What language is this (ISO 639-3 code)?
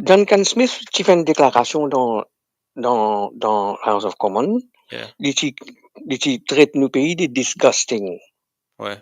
mfe